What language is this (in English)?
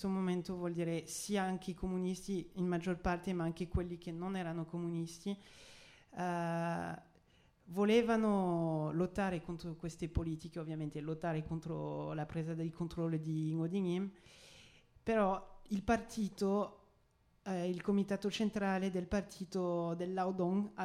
Italian